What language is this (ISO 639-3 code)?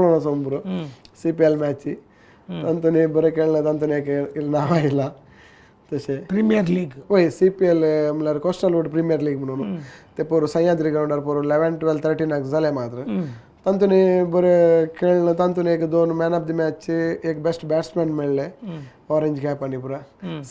kok